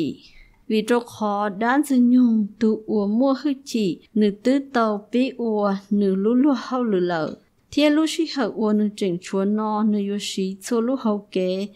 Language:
Hmong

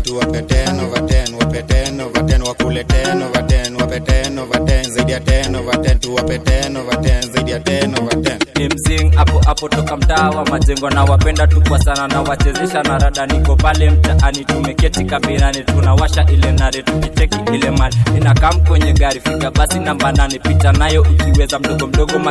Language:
Swahili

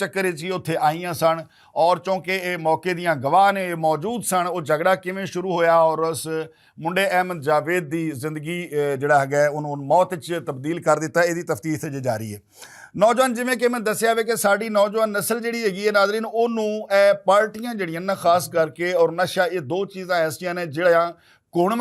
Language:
Western Panjabi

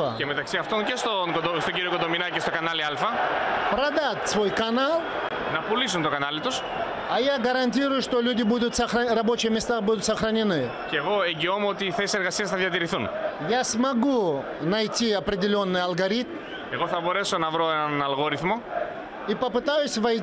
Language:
Greek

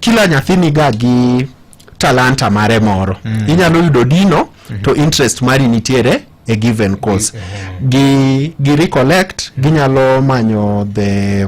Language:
Luo (Kenya and Tanzania)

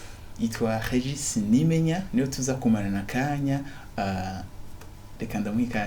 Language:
Rundi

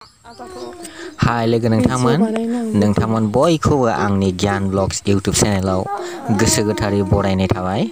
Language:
Bodo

